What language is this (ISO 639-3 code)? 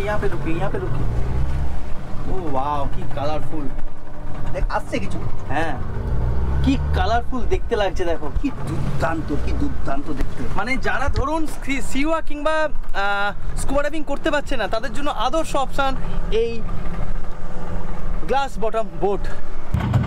ben